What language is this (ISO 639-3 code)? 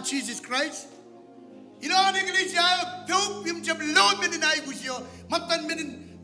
mah